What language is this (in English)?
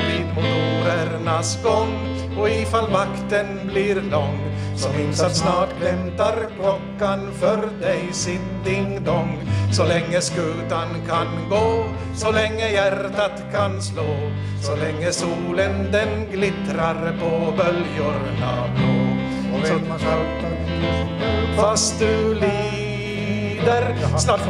Swedish